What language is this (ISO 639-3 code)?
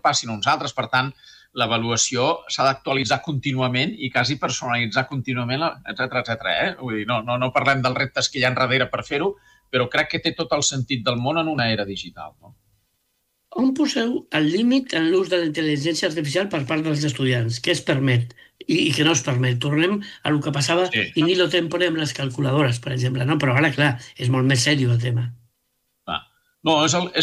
cat